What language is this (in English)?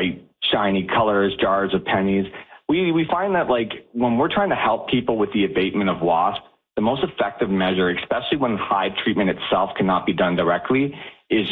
English